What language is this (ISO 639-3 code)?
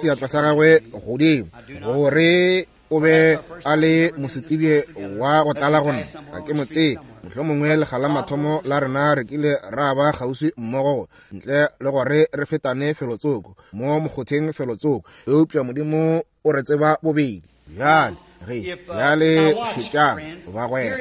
nso